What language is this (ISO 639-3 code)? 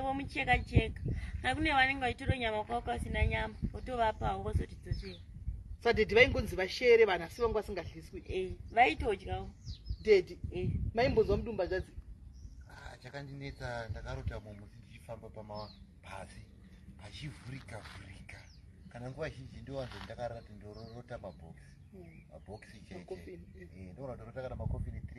sna